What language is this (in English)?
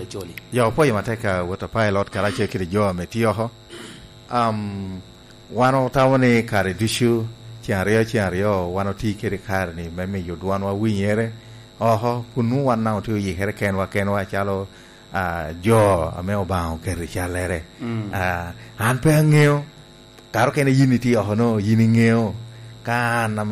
Lango (Uganda)